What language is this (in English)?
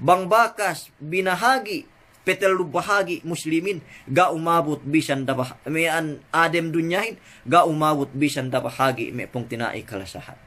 Yakan